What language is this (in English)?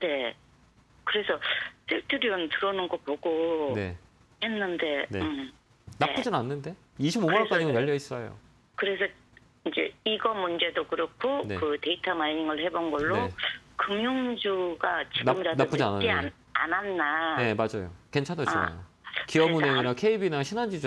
Korean